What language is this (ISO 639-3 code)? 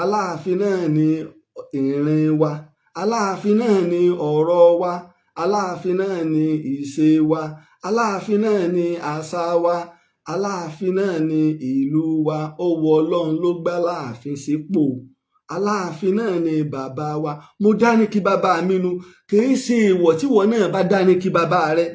yor